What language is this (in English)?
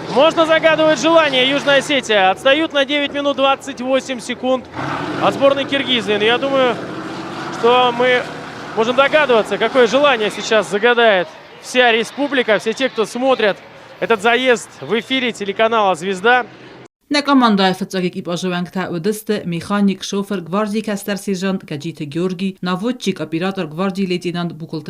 Ossetic